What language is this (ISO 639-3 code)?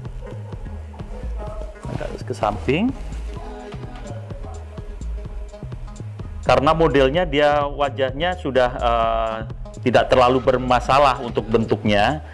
ind